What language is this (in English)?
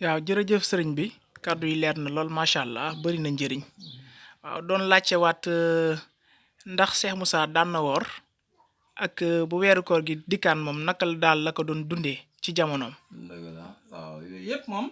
Wolof